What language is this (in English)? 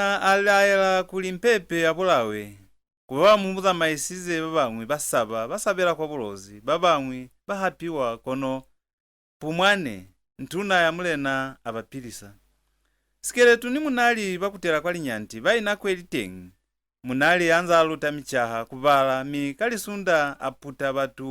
Lozi